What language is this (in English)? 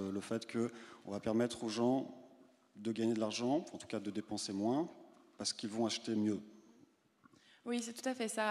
French